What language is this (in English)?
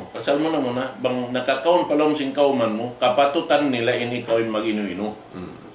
Tausug